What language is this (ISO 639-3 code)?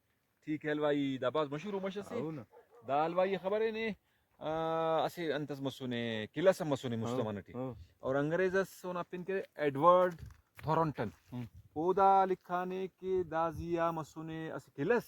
brh